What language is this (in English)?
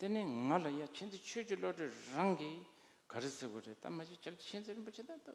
Tibetan